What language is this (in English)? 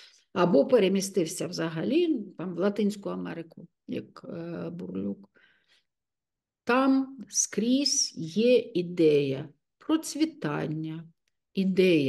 Ukrainian